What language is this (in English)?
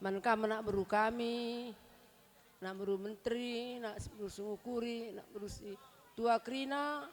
Batak Karo